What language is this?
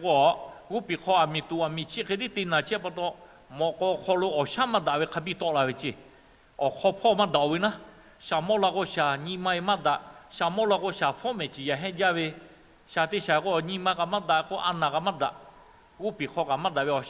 Lahu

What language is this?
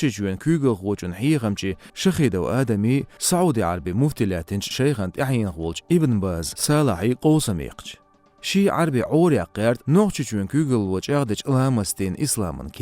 Chechen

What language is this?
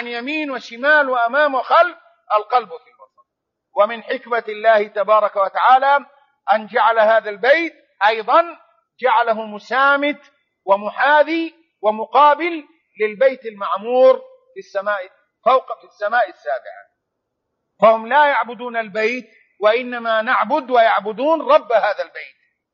Arabic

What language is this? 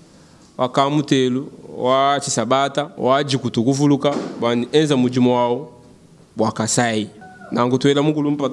Luba-Lulua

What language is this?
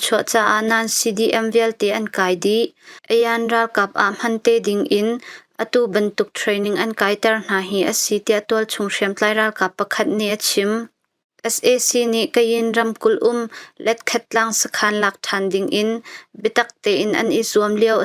Hakha Chin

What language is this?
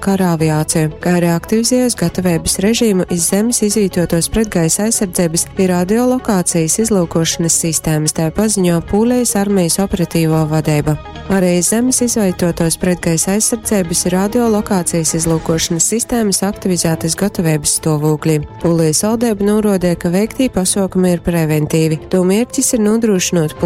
Latgalian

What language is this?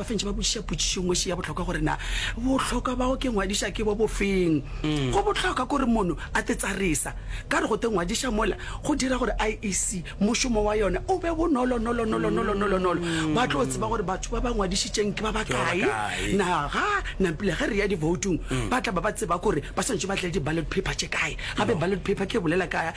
Northern Sotho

